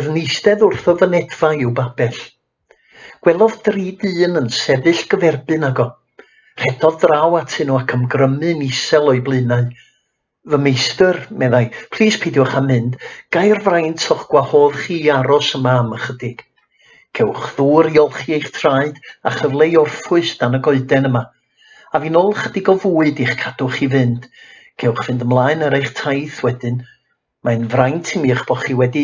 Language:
Welsh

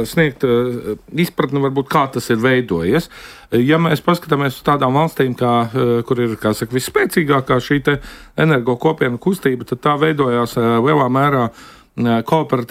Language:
Latvian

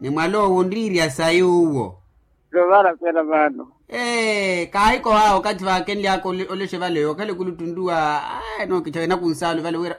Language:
Makhuwa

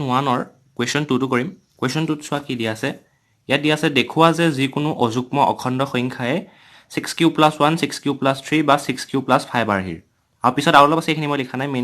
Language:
Assamese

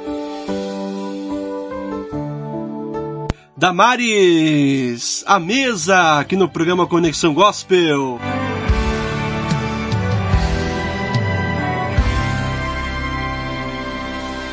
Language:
Portuguese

